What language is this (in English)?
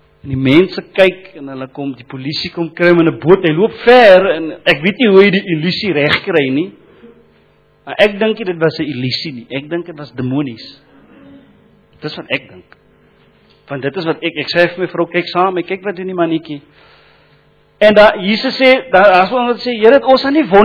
Afrikaans